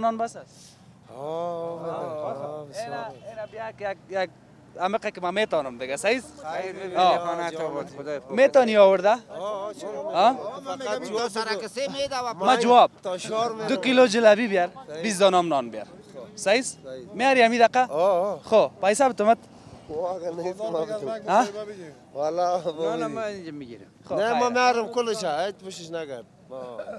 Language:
Persian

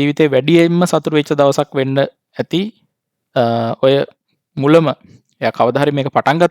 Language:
Sinhala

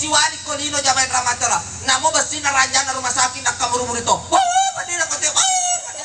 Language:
Buginese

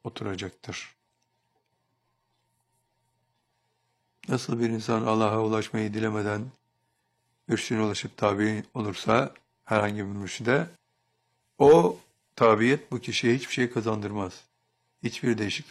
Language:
Turkish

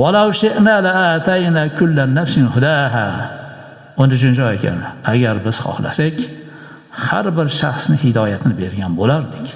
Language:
Uzbek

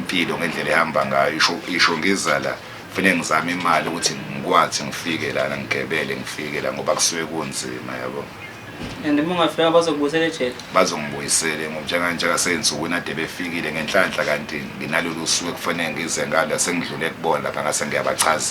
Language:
Zulu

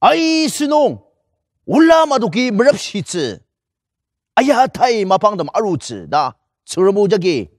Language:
Ao Naga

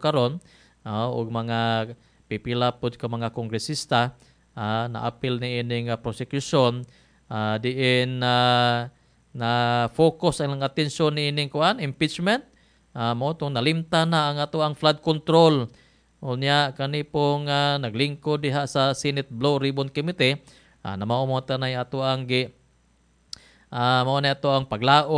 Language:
Cebuano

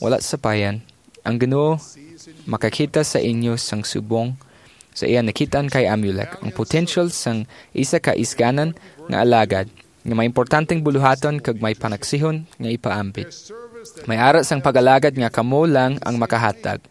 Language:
Hiligaynon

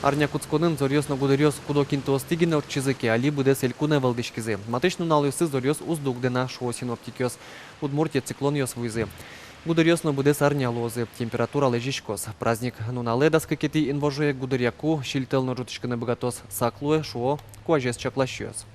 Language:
Udmurt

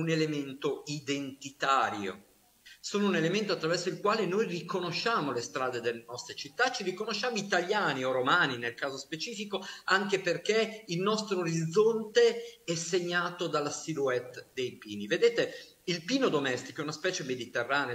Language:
Italian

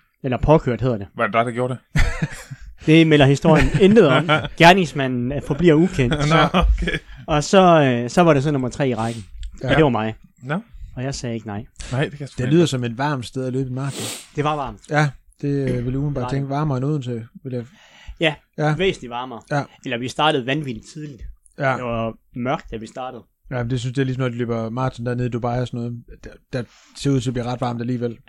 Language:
Danish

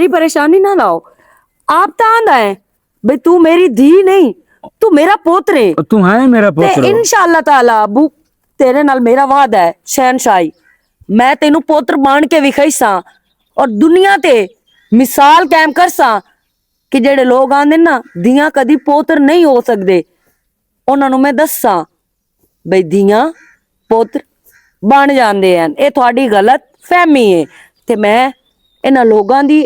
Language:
Western Panjabi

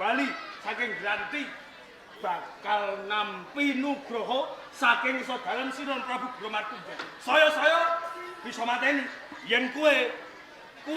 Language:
Javanese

